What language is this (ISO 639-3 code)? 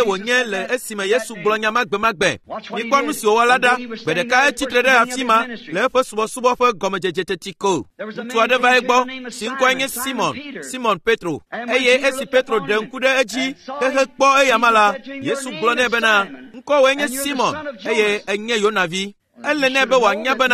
ewe